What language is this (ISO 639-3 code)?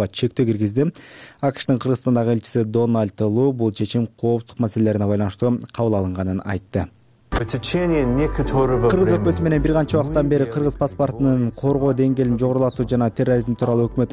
kir